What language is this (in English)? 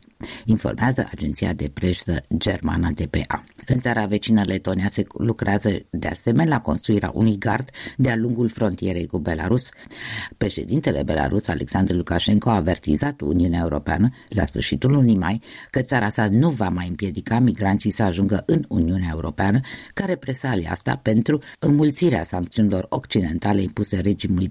Romanian